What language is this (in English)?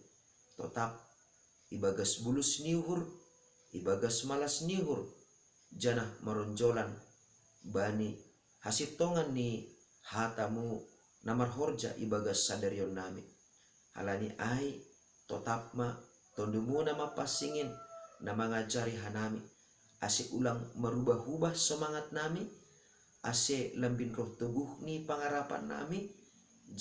Batak Simalungun